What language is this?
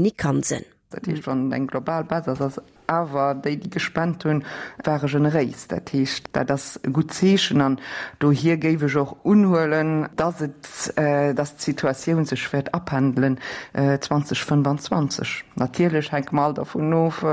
Luxembourgish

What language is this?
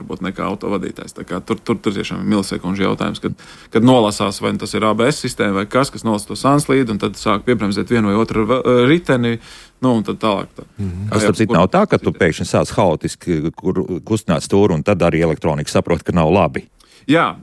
Latvian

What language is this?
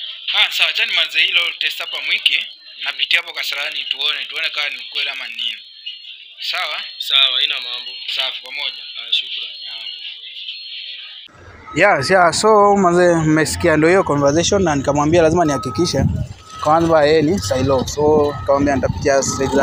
Swahili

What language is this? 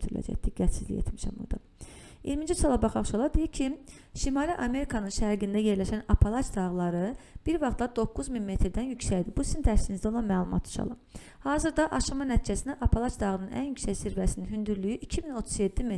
Azerbaijani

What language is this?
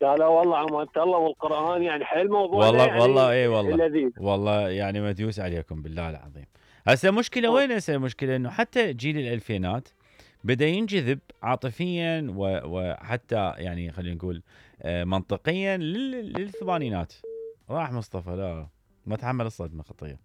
Mesopotamian Arabic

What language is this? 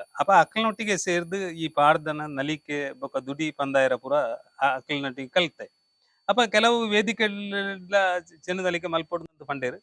Tulu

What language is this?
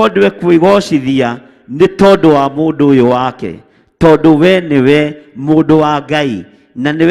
Kikuyu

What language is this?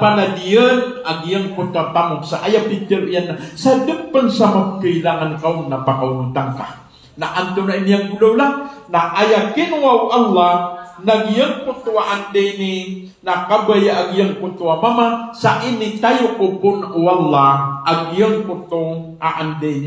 Maranao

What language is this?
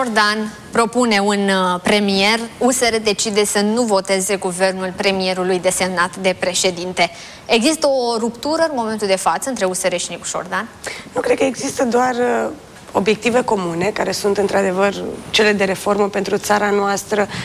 Romanian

